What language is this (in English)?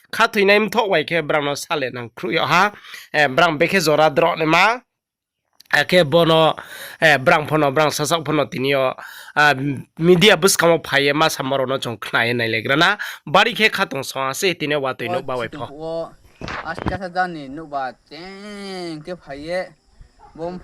Riang (India)